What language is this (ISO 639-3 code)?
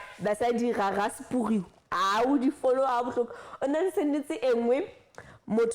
sot